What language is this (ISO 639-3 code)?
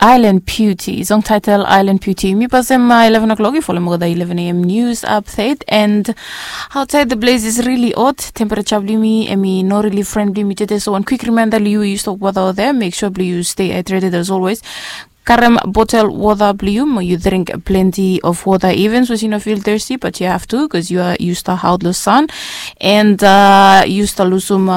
bis